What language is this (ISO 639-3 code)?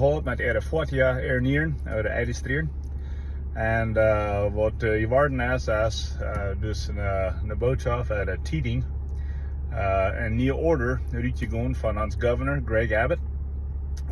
pdt